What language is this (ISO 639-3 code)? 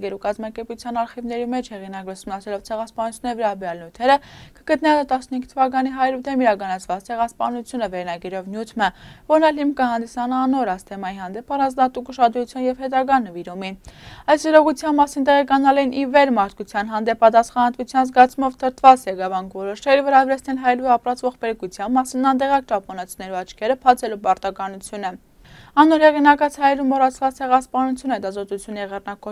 hye